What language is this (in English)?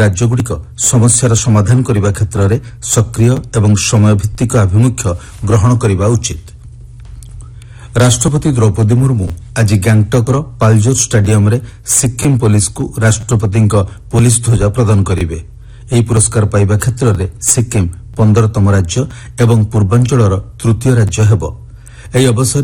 Odia